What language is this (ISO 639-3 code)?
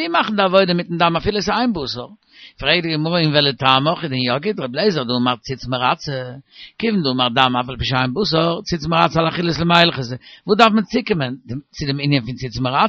yid